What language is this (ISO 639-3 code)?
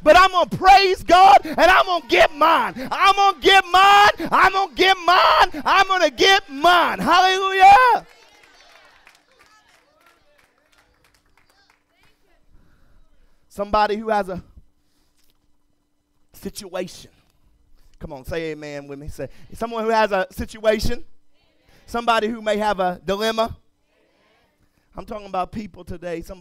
eng